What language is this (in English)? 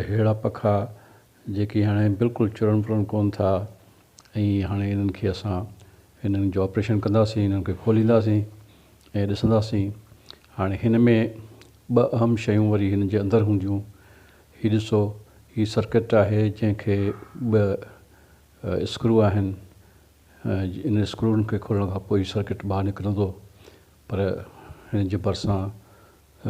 Sindhi